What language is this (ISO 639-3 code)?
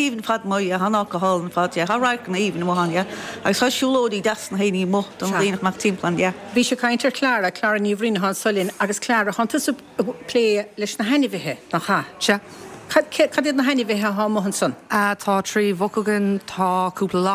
gle